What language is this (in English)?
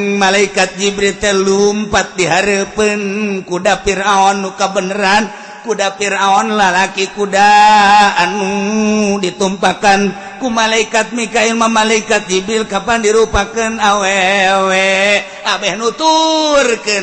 Sundanese